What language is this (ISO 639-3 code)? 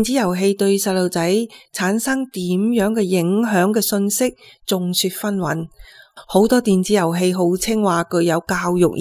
yue